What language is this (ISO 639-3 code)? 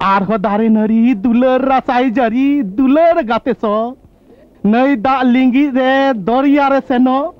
sat